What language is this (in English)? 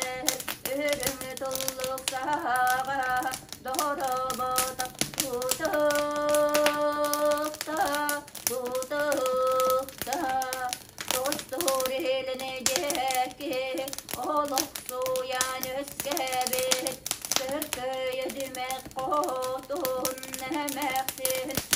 Yakut